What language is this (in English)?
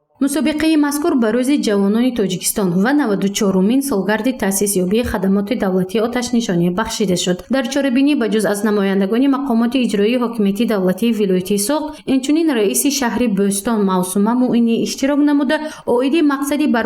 Tajik